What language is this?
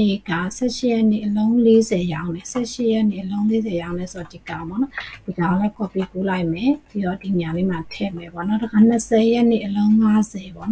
Burmese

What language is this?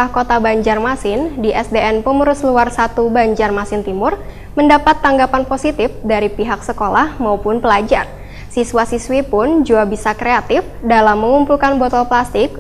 Banjar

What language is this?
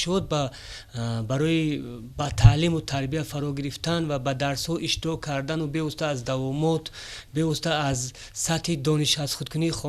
Tajik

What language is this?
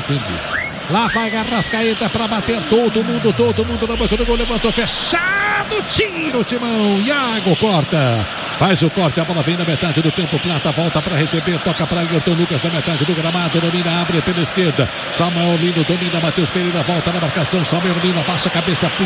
Portuguese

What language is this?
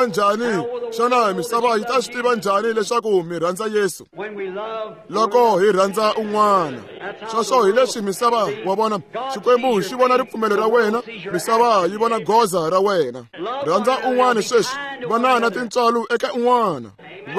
Tsonga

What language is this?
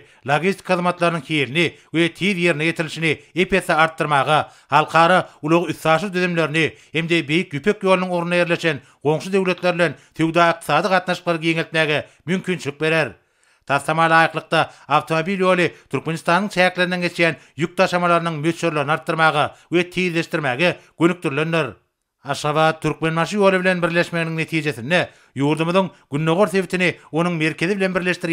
Turkmen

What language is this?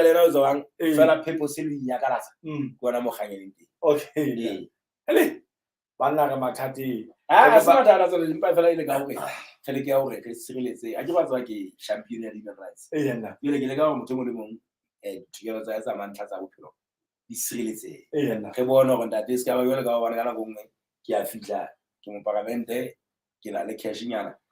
Southern Sotho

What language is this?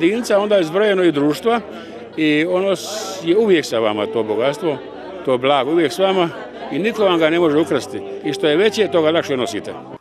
Croatian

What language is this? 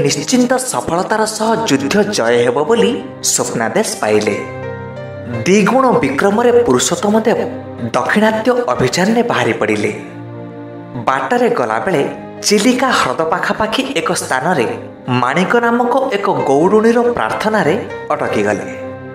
Odia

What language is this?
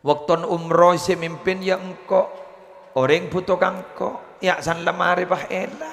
Madurese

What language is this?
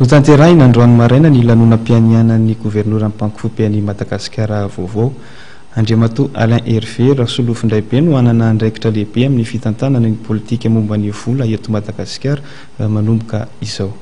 Malagasy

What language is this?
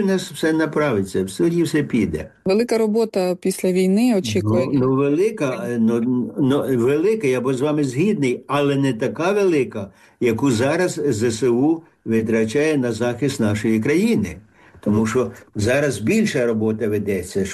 Ukrainian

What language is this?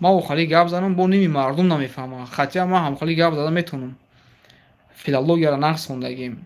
Tajik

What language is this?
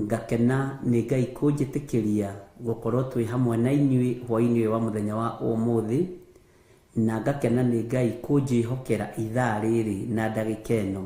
Kikuyu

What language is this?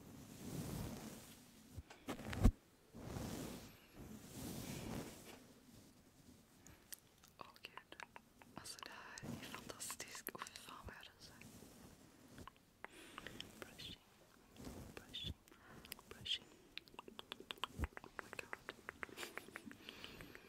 Swedish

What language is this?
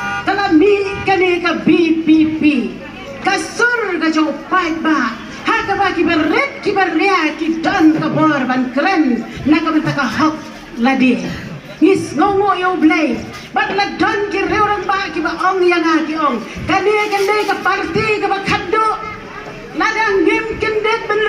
Khasi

